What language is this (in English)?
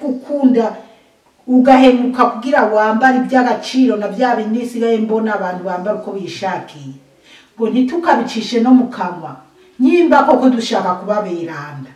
Rundi